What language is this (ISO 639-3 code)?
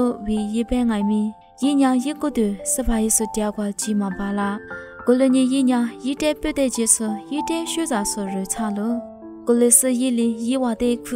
lis